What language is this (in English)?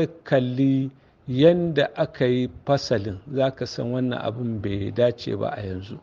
Hausa